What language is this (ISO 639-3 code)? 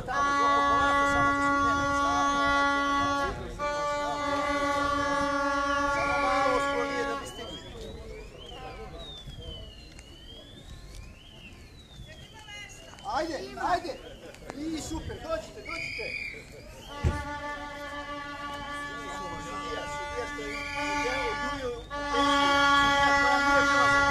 srp